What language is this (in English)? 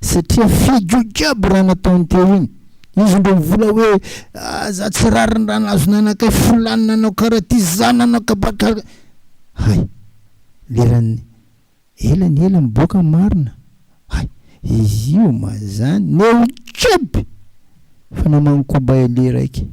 Malagasy